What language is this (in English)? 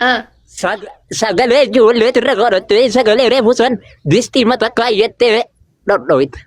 Oromo